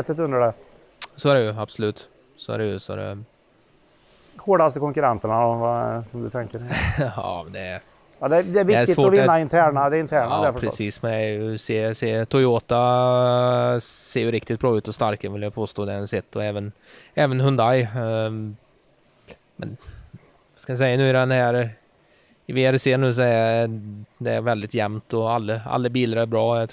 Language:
Swedish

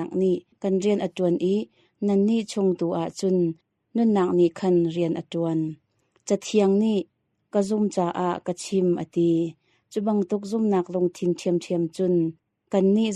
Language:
Hakha Chin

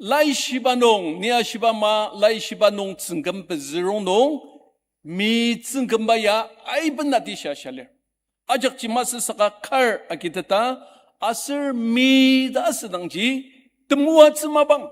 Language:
Ao Naga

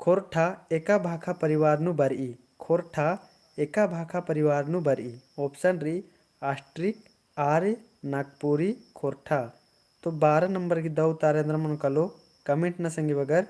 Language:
Kurukh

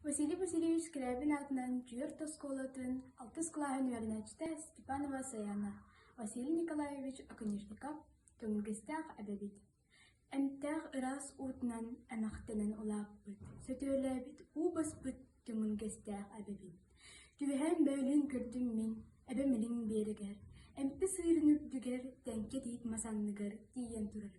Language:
Yakut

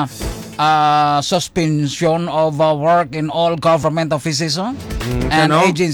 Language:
Hiligaynon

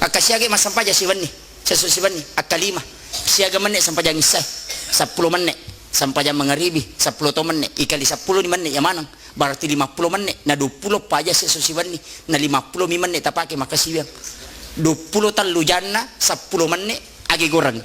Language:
Buginese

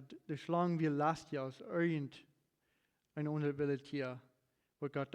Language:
Plautdietsch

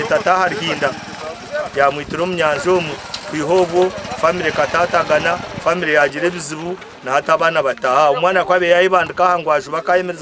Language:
Nyankole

